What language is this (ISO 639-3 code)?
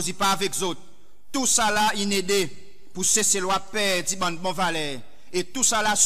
crs